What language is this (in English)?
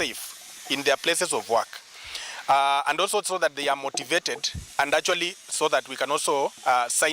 Kamba